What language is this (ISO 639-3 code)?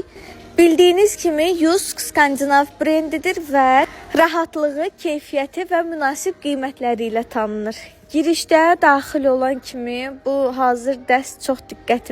aze